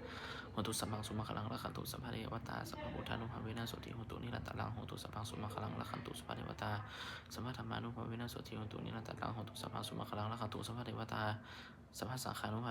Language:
Pali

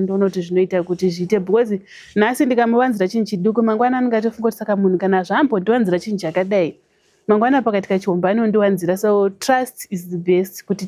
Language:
Shona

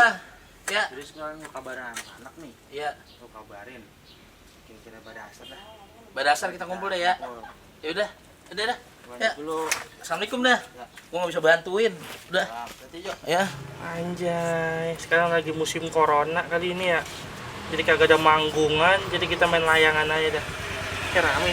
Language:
Betawi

